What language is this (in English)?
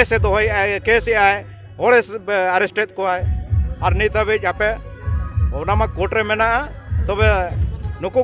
Santali